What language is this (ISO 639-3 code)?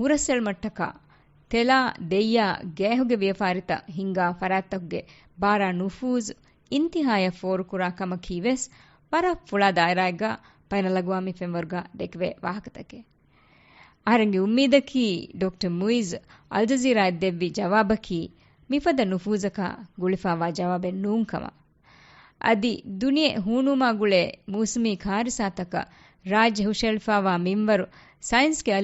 div